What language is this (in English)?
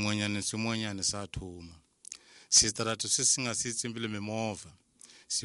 Tsonga